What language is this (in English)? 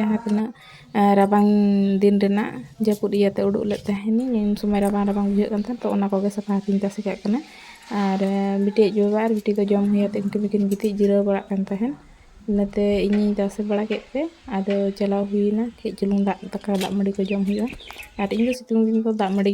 Santali